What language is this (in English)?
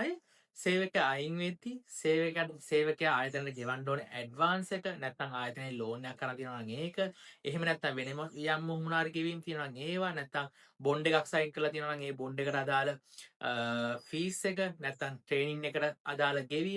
Sinhala